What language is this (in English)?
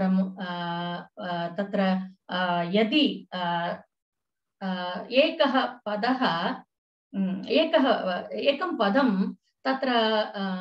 Sanskrit